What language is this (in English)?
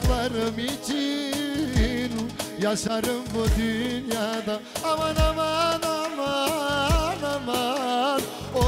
Turkish